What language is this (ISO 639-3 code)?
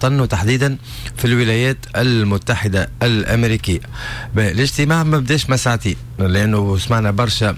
aeb